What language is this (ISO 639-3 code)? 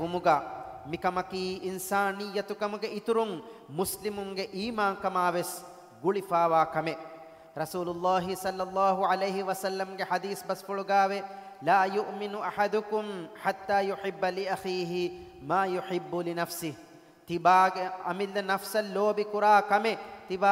div